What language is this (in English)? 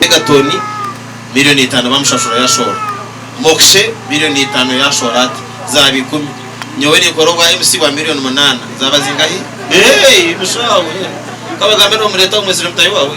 Nyankole